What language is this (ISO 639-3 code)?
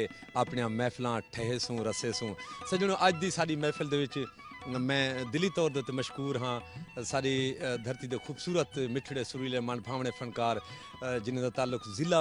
skr